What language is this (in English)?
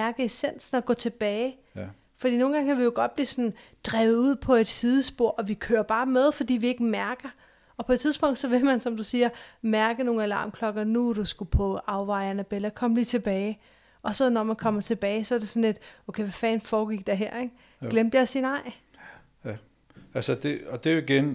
Danish